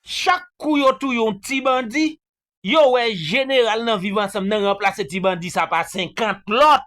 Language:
Haitian Creole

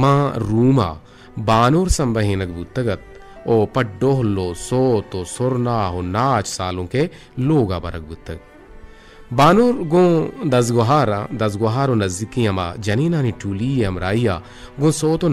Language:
Eastern Balochi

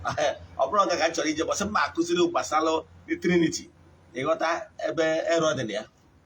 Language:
Igbo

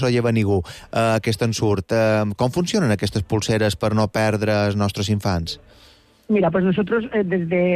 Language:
Catalan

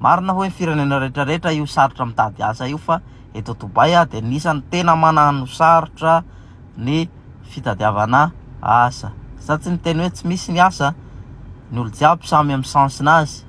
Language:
Malagasy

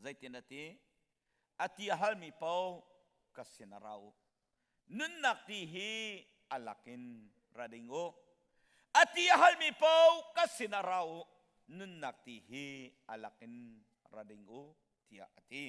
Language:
Hakha Chin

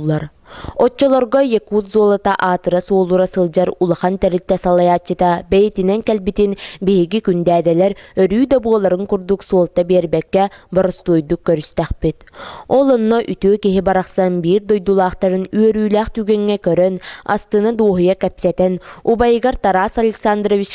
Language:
Yakut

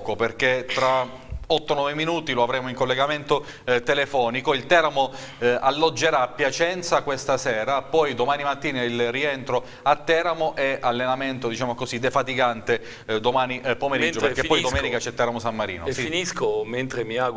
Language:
Italian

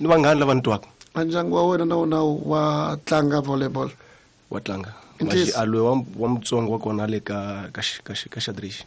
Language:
Tsonga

